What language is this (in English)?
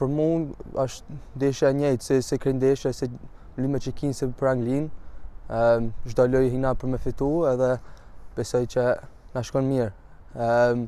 Albanian